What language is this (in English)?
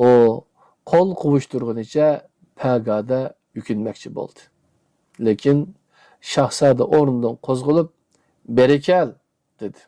Uyghur